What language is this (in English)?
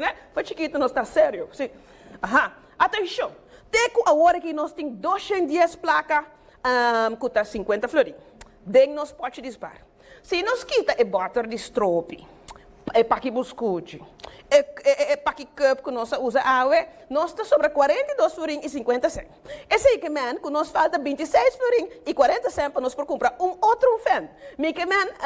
Papiamento